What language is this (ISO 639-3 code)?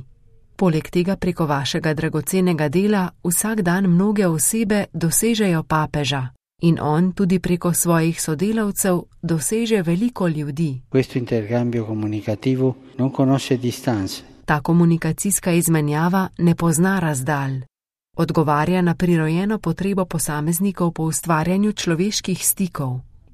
slv